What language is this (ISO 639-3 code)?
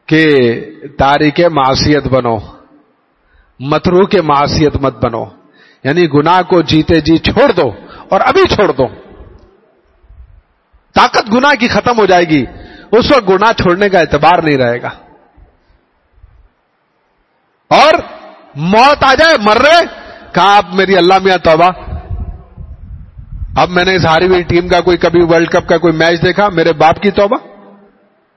urd